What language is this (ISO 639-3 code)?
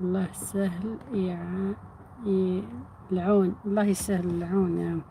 arq